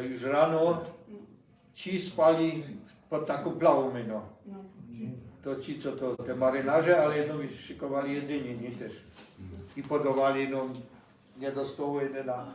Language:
Silesian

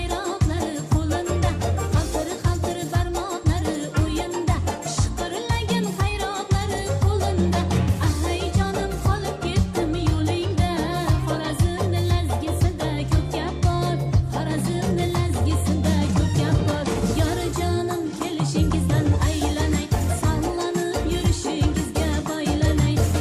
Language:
Kara-Kalpak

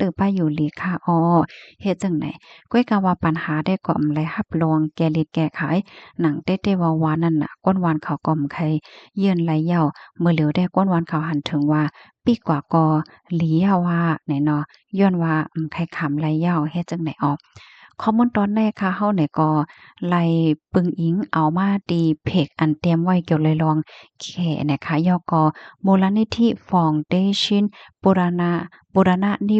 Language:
Shan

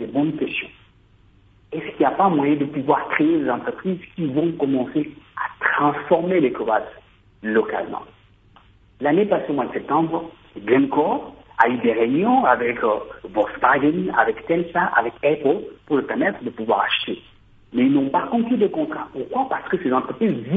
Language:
French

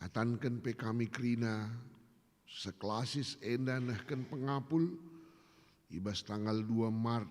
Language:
Batak Karo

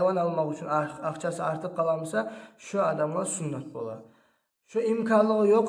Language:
Kumyk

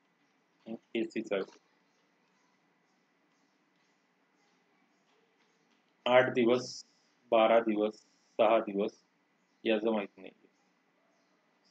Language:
Marathi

